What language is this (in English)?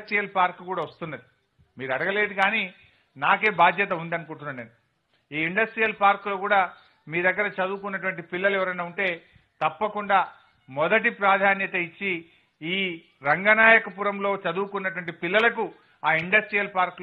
Telugu